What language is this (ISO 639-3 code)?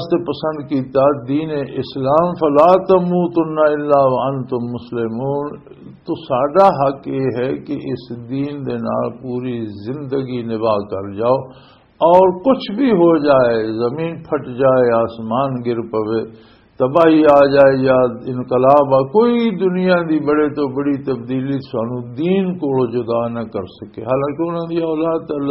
lah